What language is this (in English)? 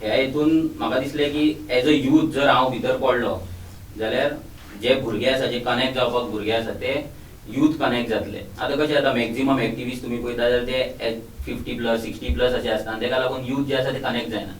Konkani